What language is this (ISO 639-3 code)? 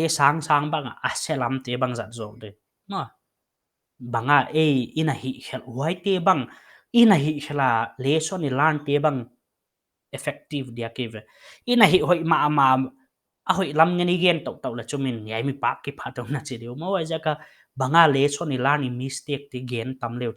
pck